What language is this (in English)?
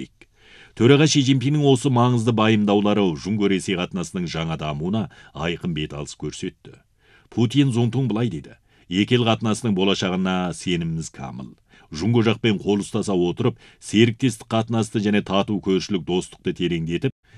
Kazakh